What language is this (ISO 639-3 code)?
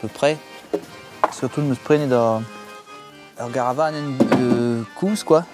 bre